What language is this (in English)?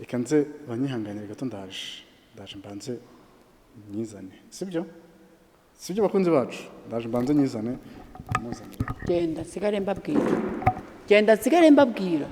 Kinyarwanda